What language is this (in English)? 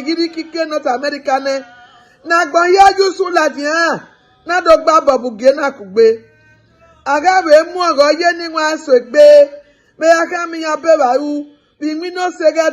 Bini